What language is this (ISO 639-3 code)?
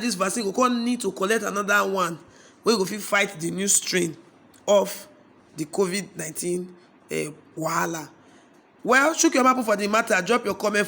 pcm